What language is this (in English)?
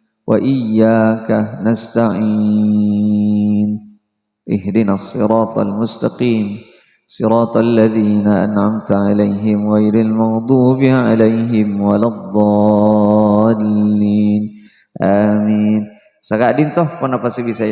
Madurese